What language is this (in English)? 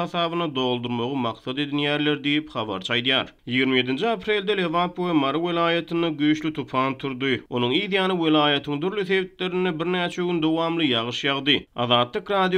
Turkmen